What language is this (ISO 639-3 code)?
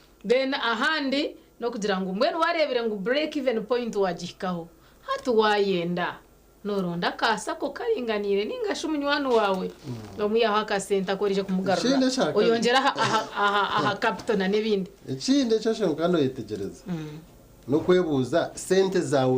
nyn